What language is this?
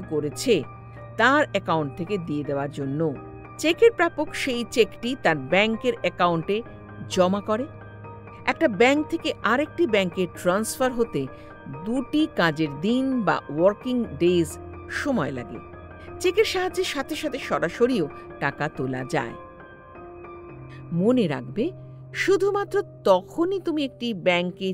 Bangla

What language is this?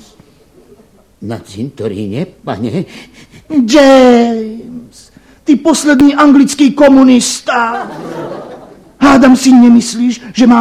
Slovak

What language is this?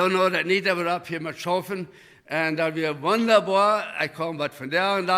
Plautdietsch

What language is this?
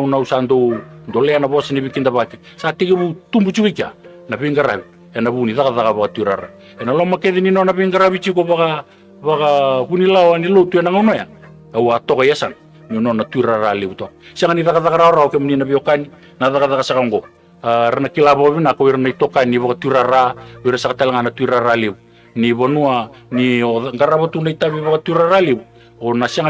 Fijian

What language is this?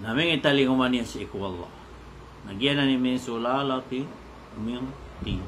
Maranao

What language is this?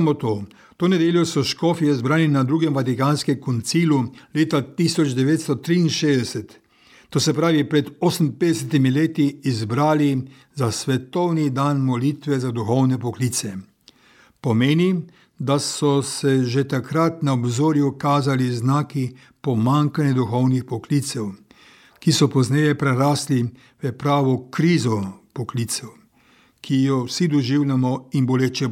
Slovenian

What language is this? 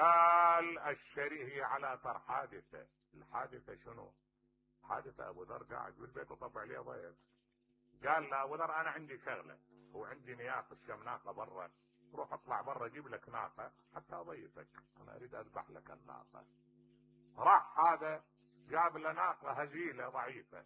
Mesopotamian Arabic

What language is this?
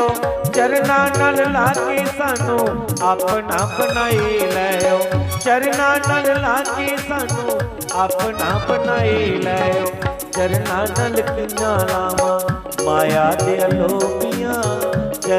Dogri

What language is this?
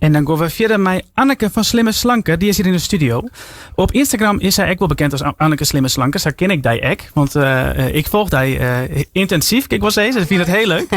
Western Frisian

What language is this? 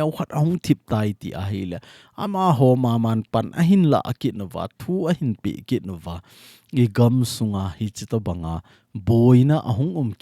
Thado Chin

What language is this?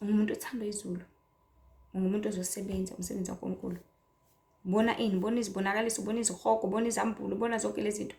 Zulu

